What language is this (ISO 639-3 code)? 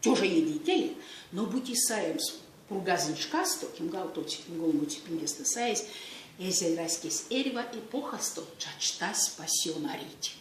myv